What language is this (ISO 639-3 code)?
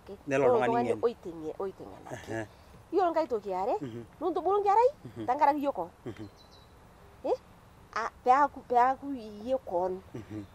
mas